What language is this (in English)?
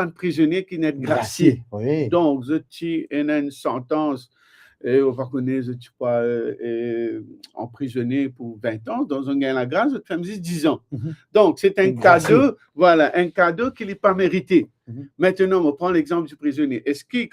Morisyen